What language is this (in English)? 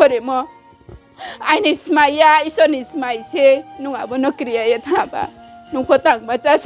Riang (India)